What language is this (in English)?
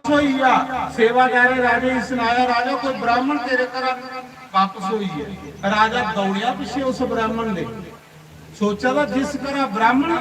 Dogri